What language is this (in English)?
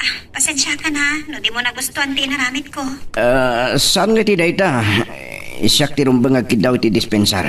Iloko